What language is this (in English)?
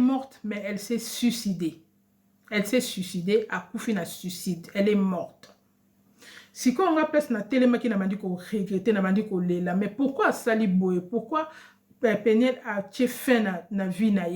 Lingala